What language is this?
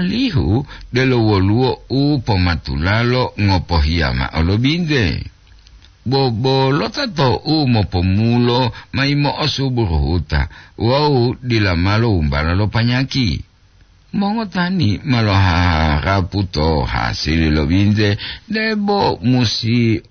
Gorontalo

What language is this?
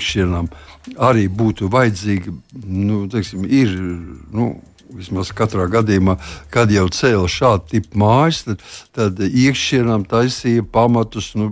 Latvian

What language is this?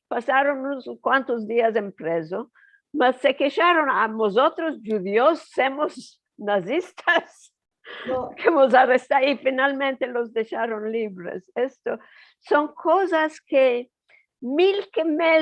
Ladino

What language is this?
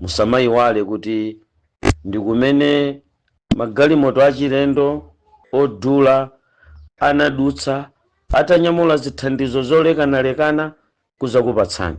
Nyanja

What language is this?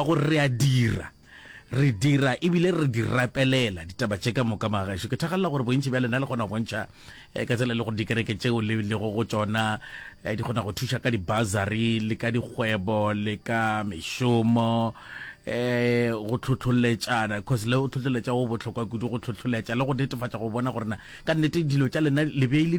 Northern Sotho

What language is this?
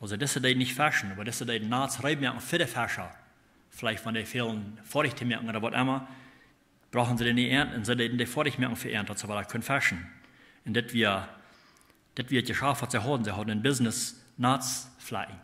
Plautdietsch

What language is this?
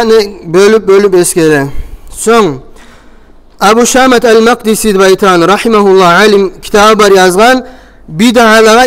Kumyk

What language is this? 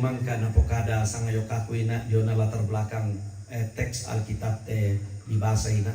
Toraja-Sa'dan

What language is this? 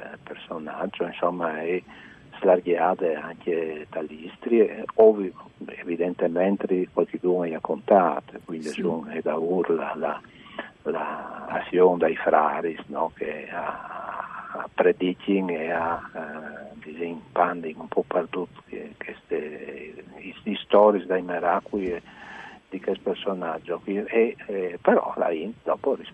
Friulian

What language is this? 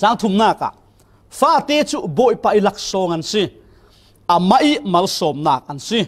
Falam Chin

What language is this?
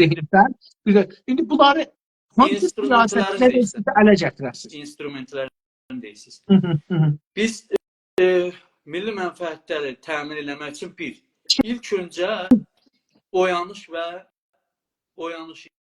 South Azerbaijani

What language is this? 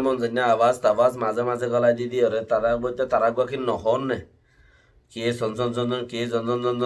Rohingya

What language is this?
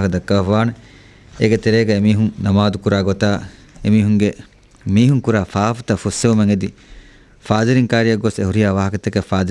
Divehi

